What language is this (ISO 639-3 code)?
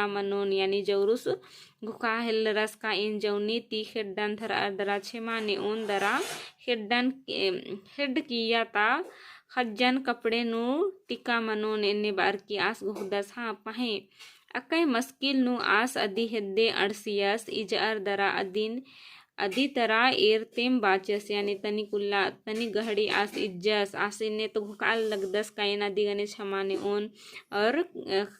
kru